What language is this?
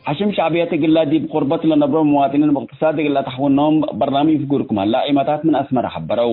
Tigre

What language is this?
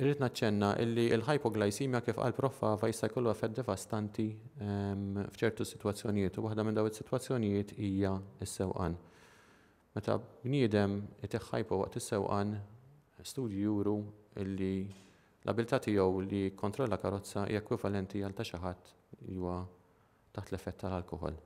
Maltese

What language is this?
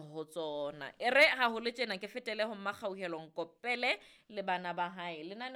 Southern Sotho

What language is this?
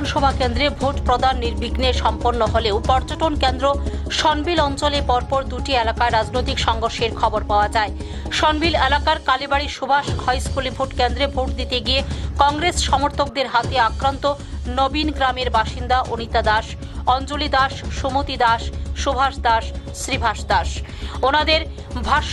Bangla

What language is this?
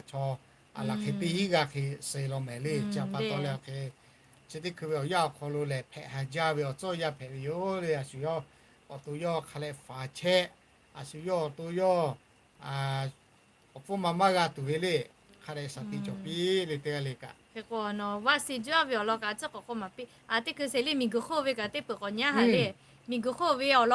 Lahu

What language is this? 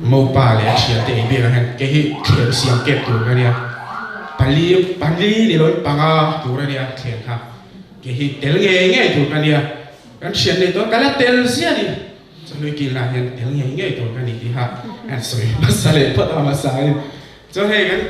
Mizo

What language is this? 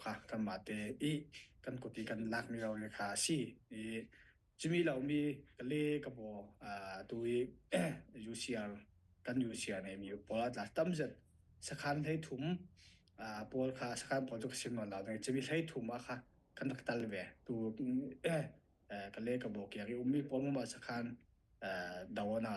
Falam Chin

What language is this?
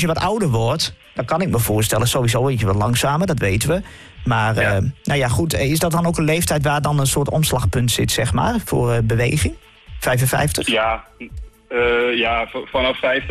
Dutch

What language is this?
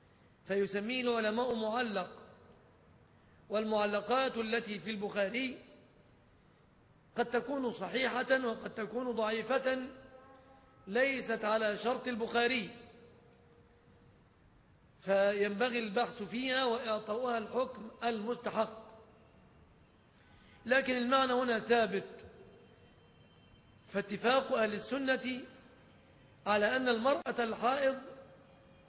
Arabic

